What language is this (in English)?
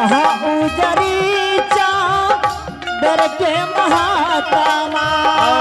Angika